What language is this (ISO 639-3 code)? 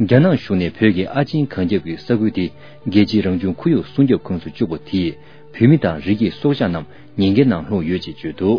bod